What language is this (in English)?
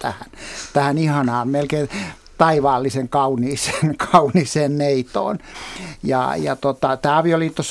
Finnish